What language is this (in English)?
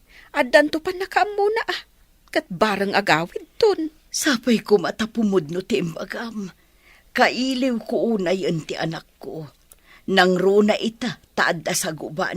Iloko